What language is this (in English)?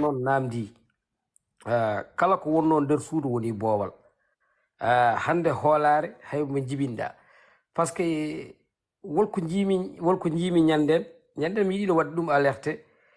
Fula